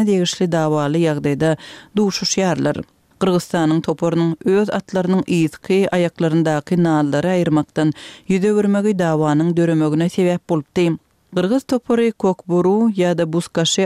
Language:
Turkmen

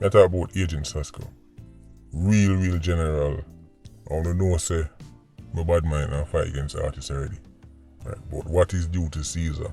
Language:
Jamaican Creole English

